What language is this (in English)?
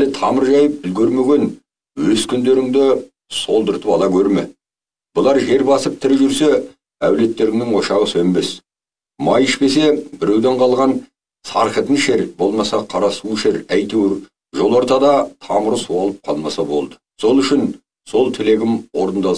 Kazakh